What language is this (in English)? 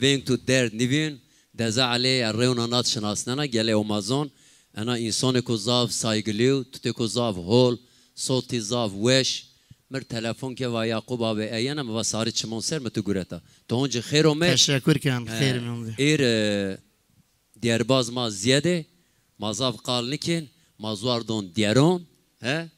Zaza